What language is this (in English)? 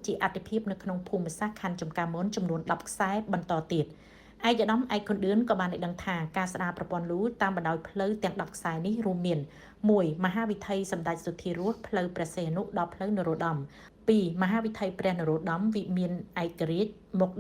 Khmer